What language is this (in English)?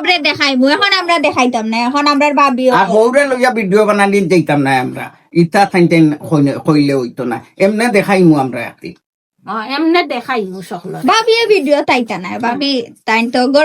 Sylheti